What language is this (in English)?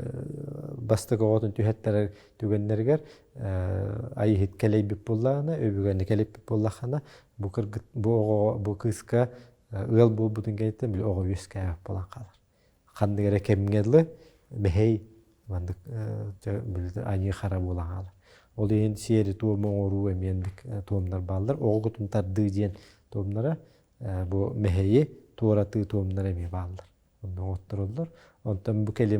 Yakut